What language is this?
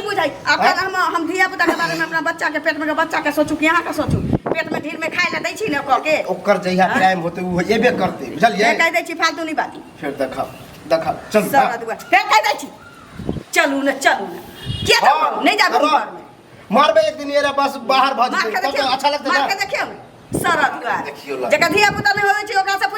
Maithili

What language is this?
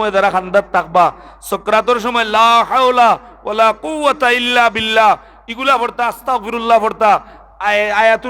Sylheti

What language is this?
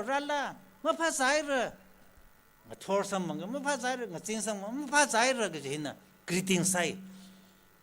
Tangkhul Naga (India)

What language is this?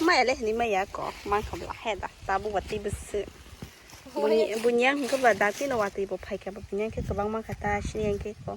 Kok Borok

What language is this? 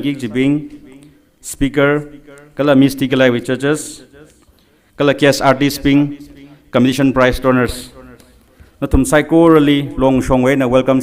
Tangkhul Naga (India)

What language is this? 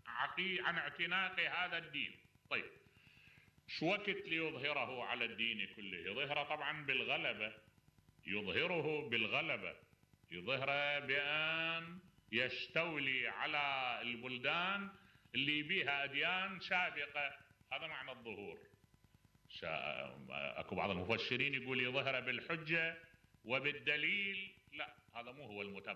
Mesopotamian Arabic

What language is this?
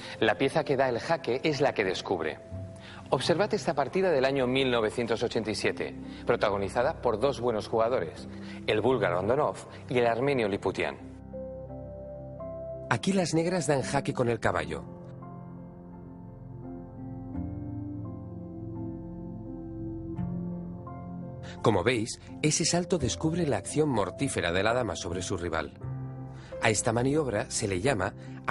Spanish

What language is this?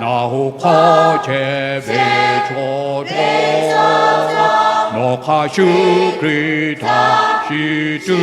Lahu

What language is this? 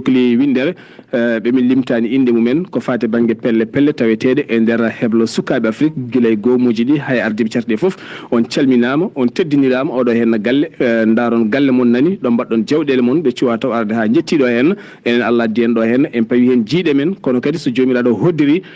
Fula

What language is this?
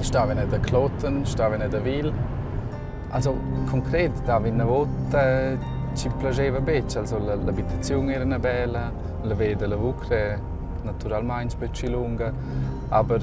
Romansh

